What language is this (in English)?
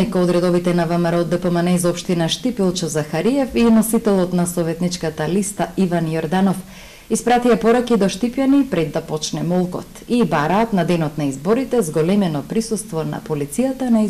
Macedonian